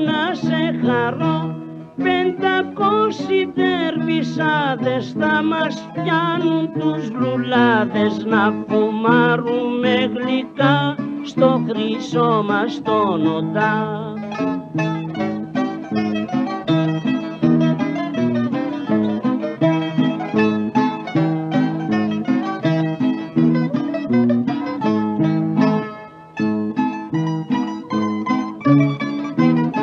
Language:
Greek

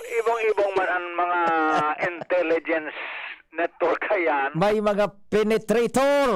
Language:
Bikol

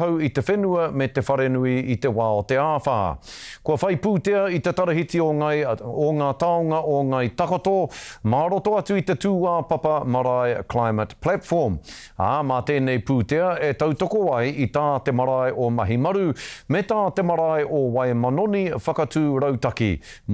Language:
Māori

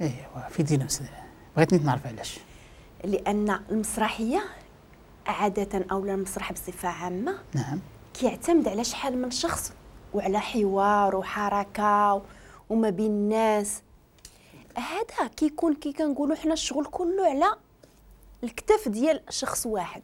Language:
Moroccan Arabic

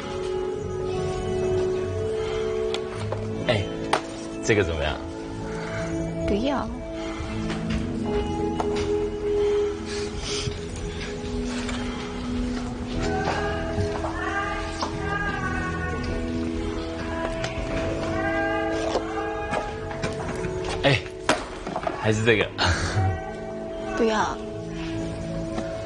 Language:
Chinese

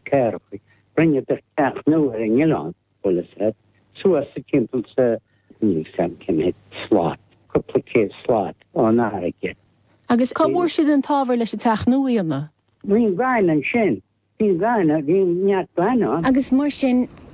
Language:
Irish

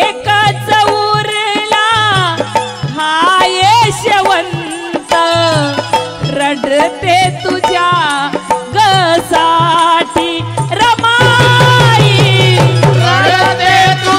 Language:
Marathi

